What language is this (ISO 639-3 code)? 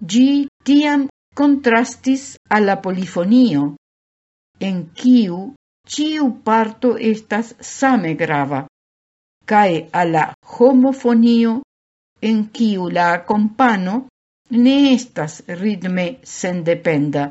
epo